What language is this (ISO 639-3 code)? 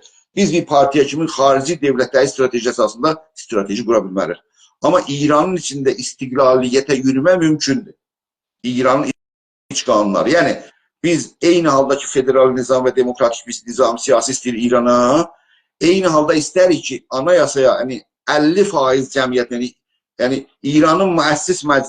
azb